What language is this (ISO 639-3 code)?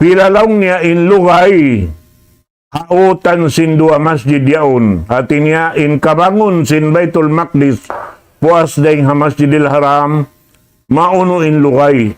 tsg